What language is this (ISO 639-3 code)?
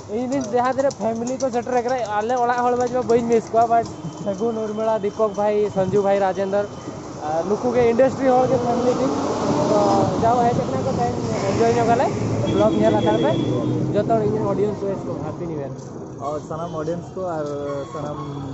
sat